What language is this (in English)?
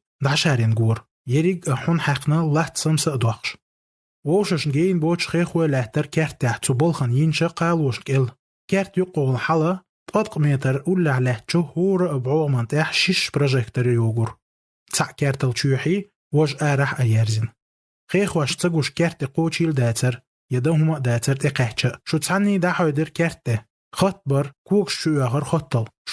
Chechen